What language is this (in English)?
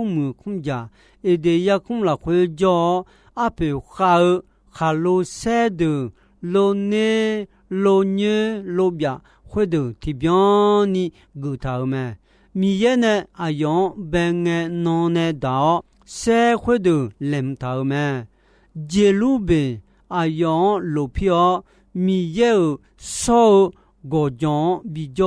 Akha